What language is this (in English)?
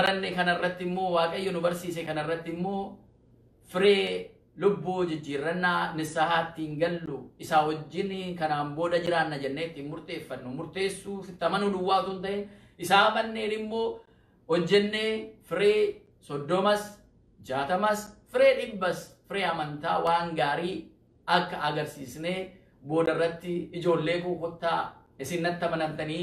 Oromo